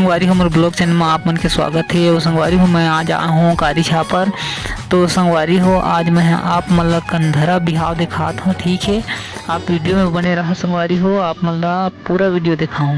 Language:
Chhattisgarhi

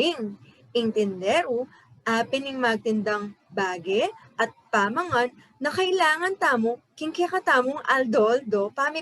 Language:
Pampanga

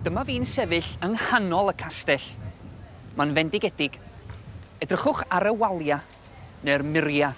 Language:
Welsh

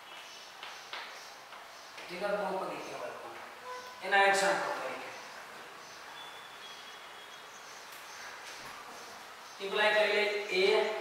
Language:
Gujarati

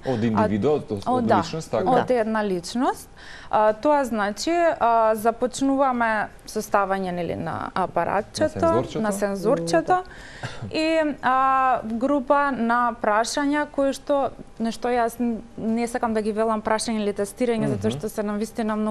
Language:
Macedonian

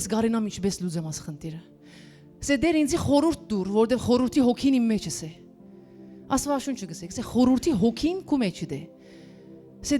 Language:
Western Armenian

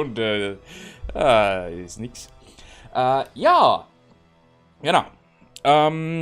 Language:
Bavarian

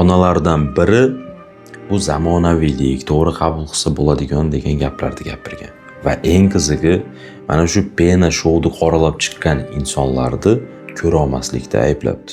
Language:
Uzbek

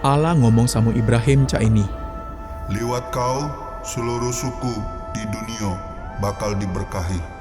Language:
Musi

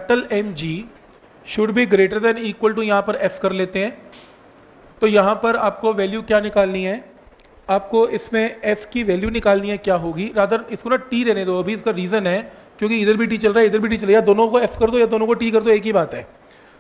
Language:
Hindi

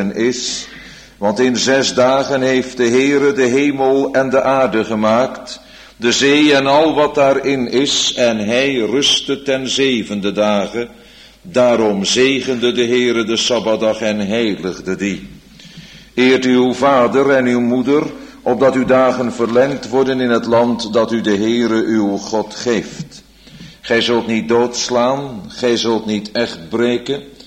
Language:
Dutch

